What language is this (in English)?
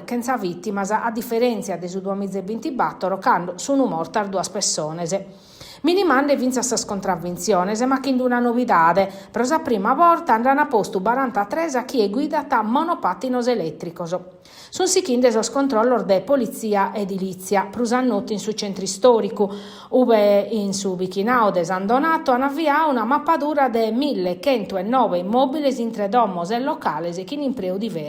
Sardinian